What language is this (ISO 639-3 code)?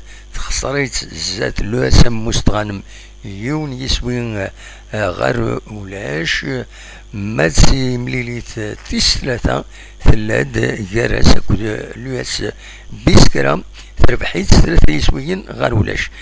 kab